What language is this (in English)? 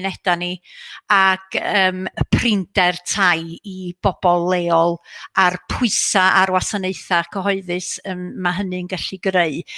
Welsh